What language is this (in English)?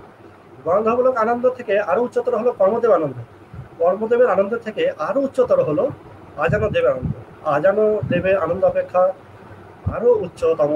Bangla